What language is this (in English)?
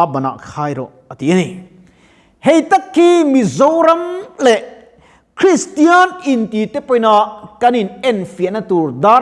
Mizo